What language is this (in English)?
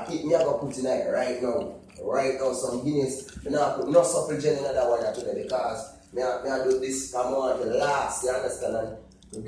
Jamaican Creole English